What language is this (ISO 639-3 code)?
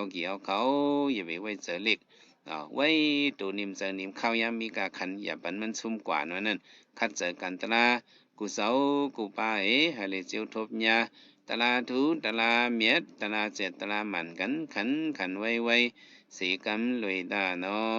shn